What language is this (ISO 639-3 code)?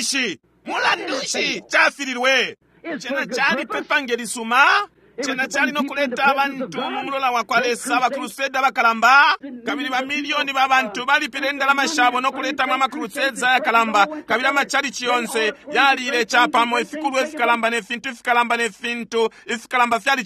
bem